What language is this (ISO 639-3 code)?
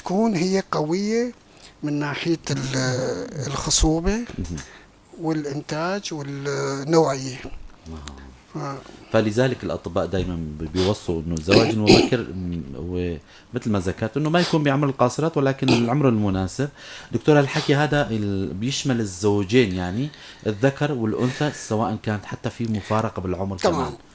apc